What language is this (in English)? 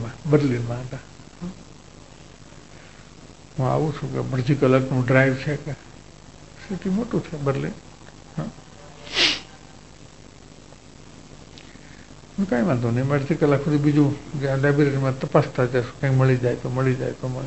Gujarati